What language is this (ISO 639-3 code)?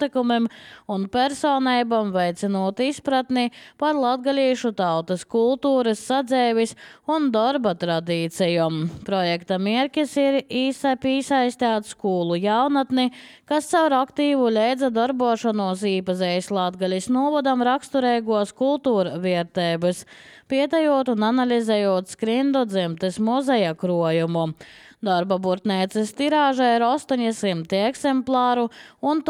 lav